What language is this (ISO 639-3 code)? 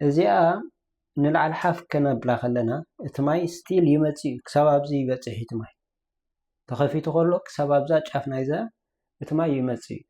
tir